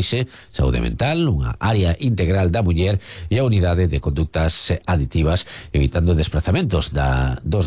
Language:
Galician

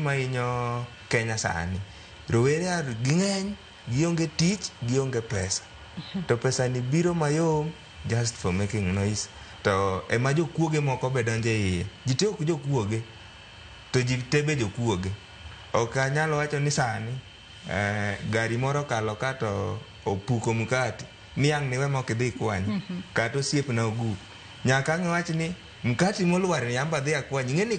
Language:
Luo (Kenya and Tanzania)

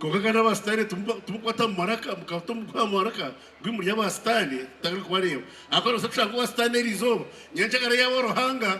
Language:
Nyankole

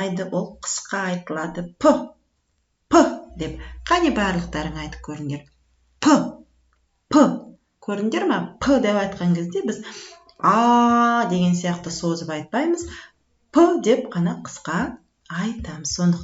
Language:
Kazakh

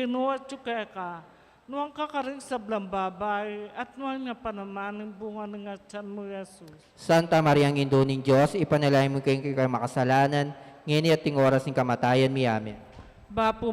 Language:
Pampanga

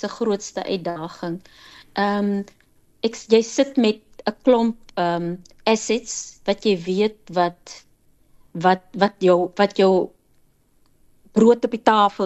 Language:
Afrikaans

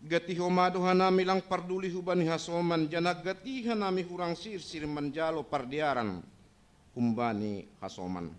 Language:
Batak Simalungun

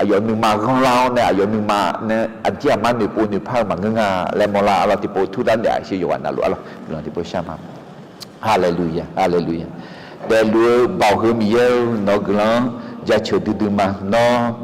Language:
Akha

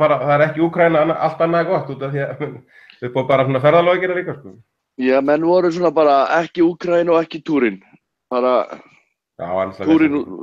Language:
Icelandic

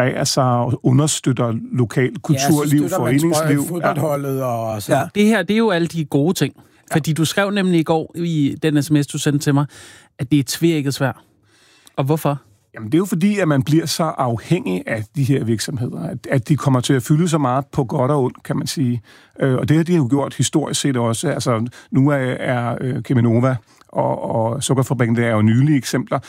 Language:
Danish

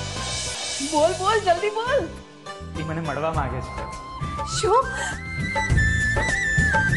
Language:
Gujarati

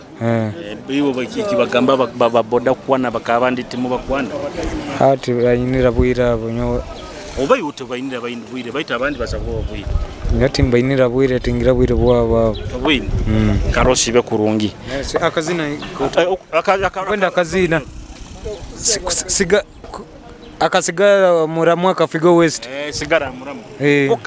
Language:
Nyoro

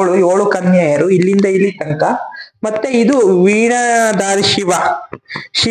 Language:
Kannada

